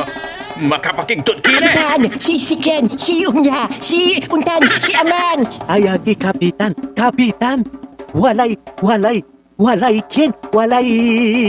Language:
Pangasinan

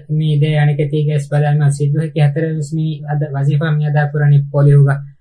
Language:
Divehi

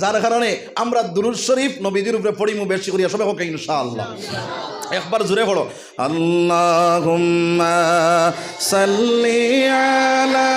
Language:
Sylheti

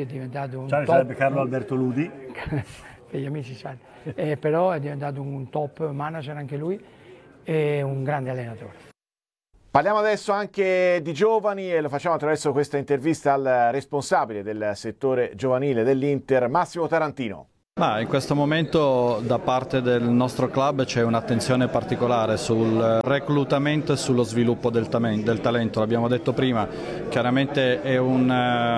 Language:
Italian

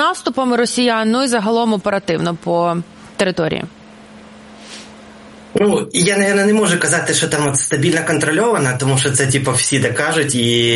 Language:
Ukrainian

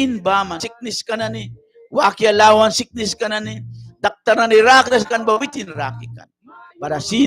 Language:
Mískito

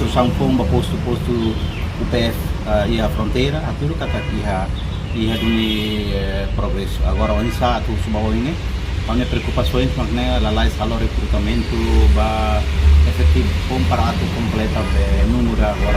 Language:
Tetum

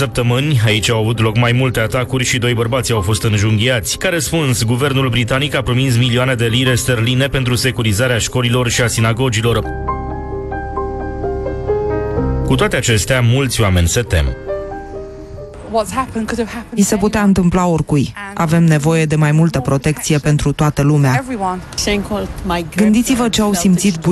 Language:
Romanian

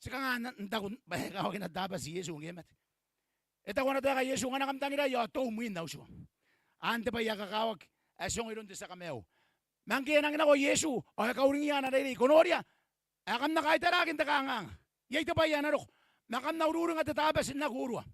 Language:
Gilbertese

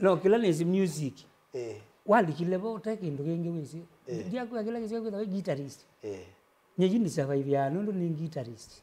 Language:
Kamba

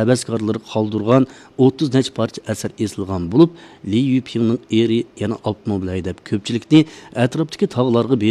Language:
Uyghur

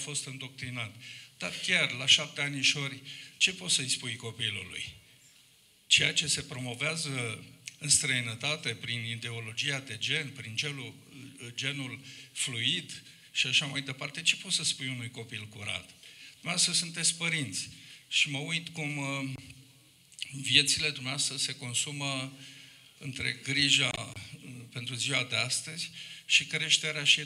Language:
Romanian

